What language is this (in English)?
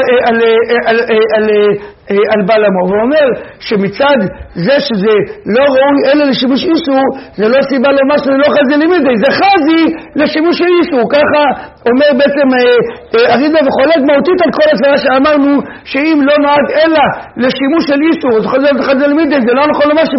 Hebrew